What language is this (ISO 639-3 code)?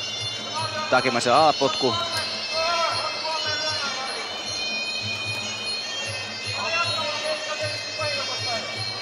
fin